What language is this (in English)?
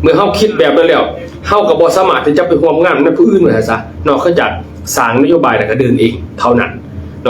Lao